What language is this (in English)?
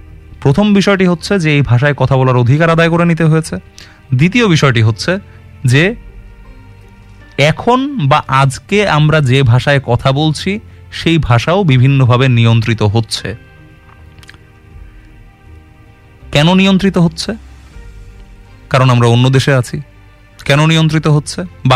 Bangla